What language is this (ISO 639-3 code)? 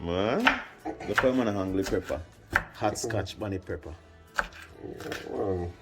jam